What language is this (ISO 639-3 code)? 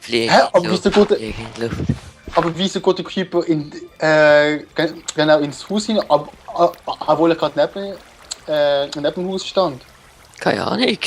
gsw